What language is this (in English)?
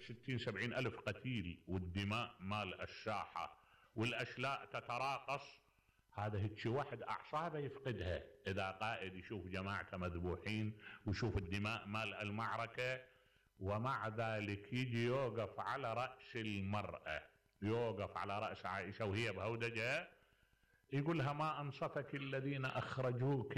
Mesopotamian Arabic